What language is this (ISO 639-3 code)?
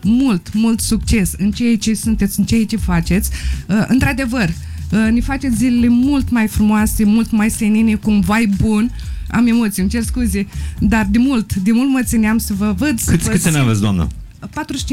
ron